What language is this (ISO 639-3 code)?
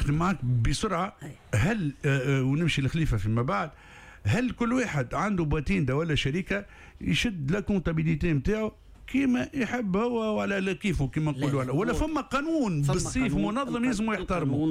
aeb